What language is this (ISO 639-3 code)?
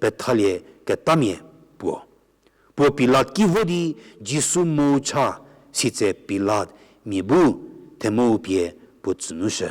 njm